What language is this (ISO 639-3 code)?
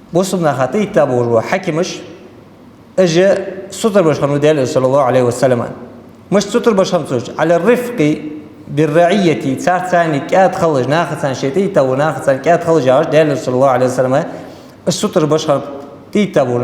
inh